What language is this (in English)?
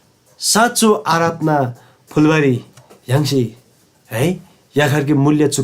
Eastern Tamang